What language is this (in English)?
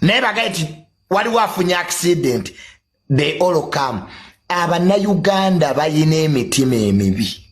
Ganda